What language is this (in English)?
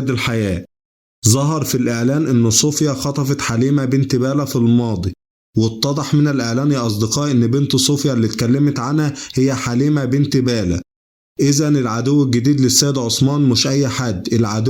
Egyptian Arabic